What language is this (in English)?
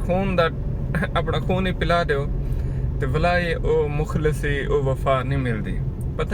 Saraiki